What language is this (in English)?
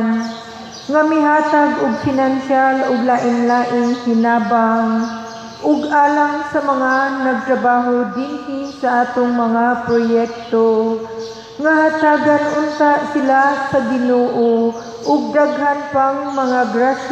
Cebuano